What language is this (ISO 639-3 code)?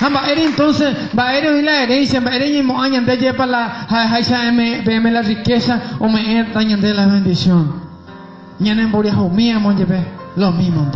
grn